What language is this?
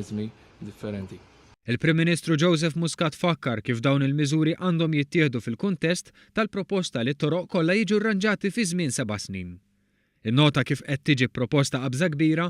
Maltese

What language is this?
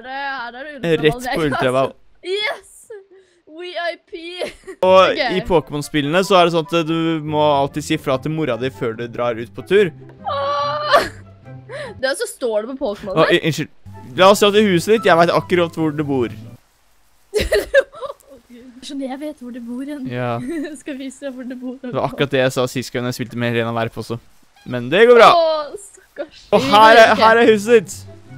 Norwegian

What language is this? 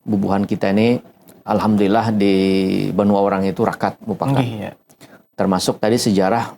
Banjar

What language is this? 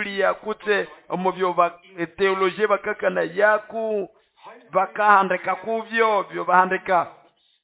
Nande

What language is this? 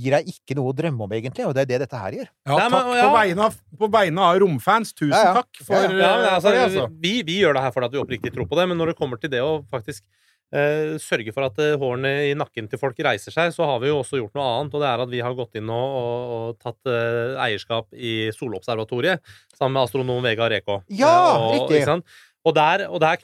Norwegian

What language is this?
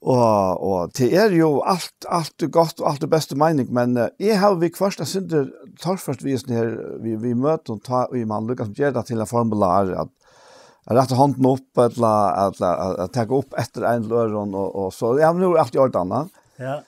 Faroese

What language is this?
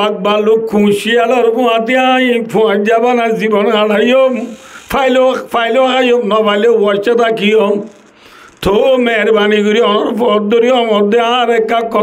Rohingya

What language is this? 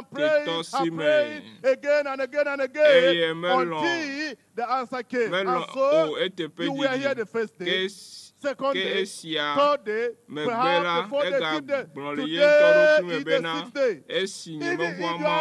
Ewe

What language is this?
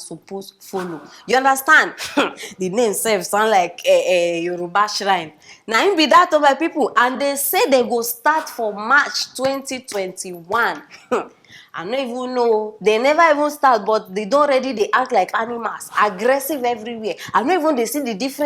Nigerian Pidgin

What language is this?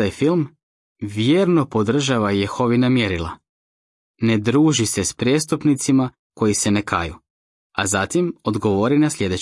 Croatian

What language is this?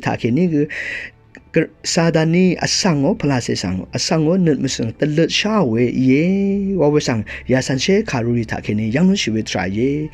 Rawang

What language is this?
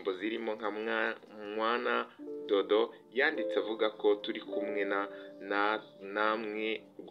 Kinyarwanda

